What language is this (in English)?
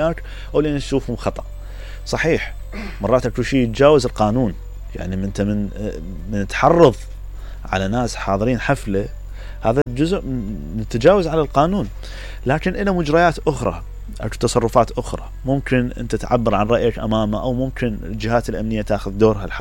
Mesopotamian Arabic